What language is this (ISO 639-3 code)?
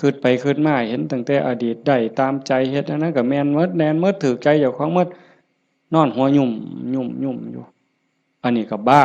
tts